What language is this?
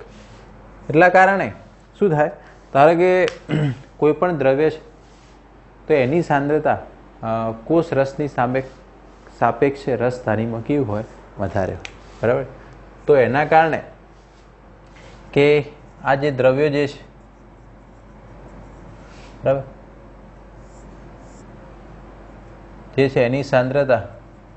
Gujarati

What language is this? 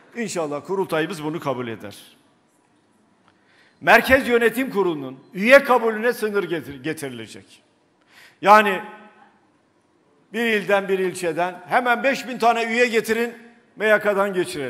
Turkish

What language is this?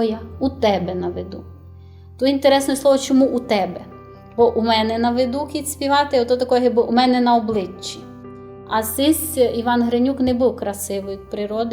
Rusyn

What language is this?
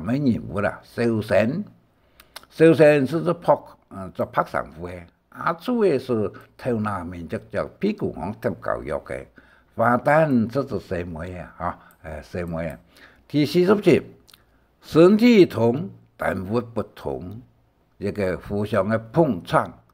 Hakka Chinese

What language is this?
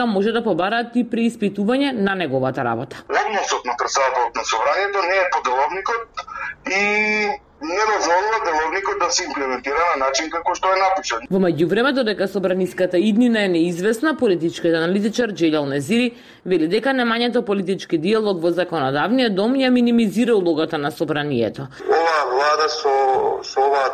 Macedonian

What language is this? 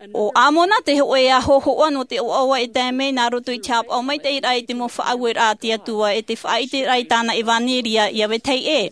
Tahitian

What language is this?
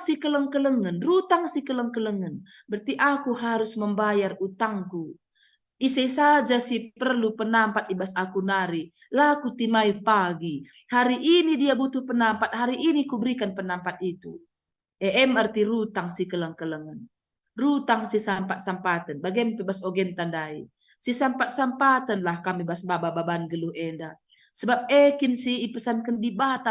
Batak Karo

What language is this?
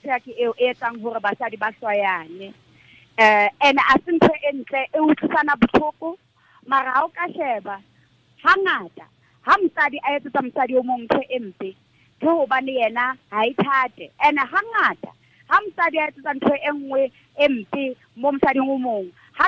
Tswana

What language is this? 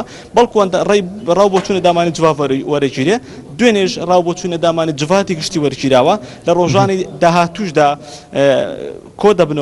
Central Kurdish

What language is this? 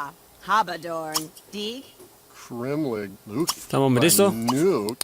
Bavarian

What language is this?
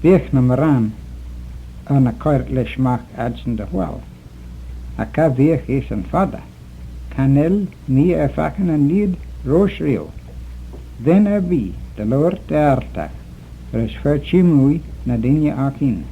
Manx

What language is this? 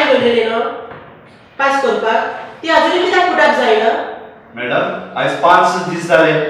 Konkani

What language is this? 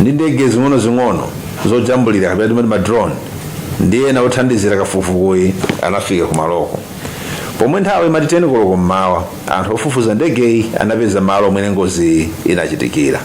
Nyanja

